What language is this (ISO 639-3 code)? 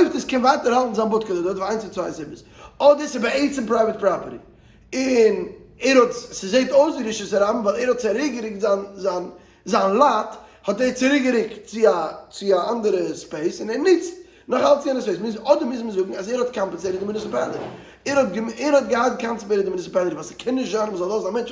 yid